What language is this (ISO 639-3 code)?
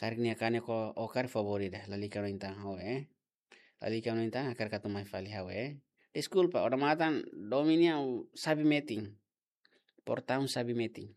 tet